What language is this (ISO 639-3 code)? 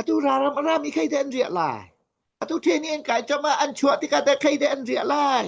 cnh